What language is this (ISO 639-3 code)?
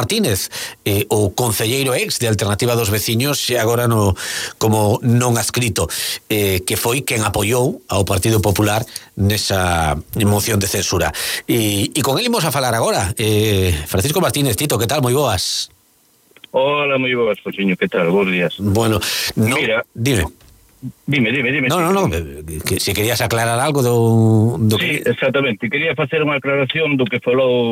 glg